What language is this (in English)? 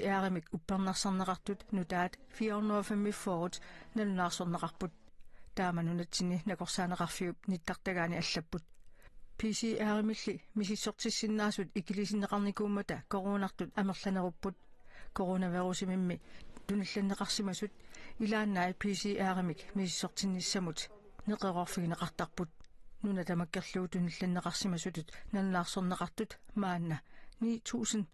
Kalaallisut